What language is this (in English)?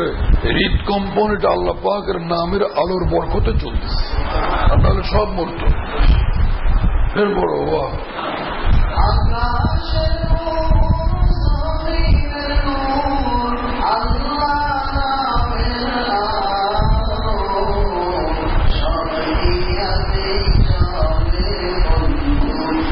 Bangla